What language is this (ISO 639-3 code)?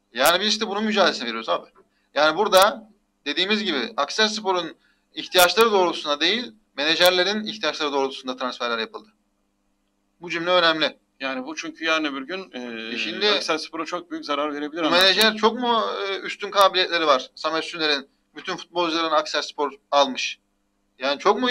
tur